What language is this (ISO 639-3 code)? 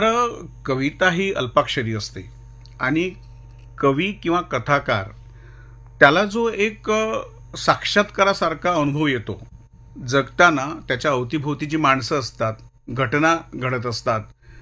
mar